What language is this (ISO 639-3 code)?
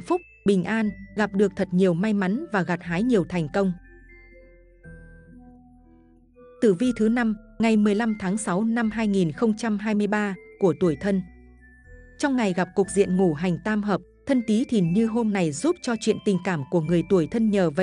vie